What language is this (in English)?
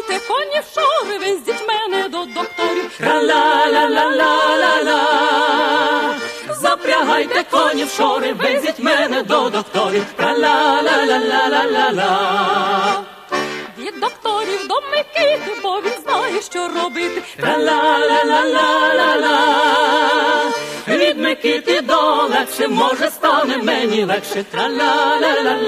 Ukrainian